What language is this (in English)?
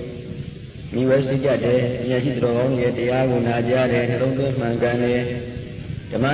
Burmese